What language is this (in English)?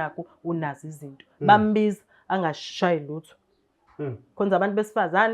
Zulu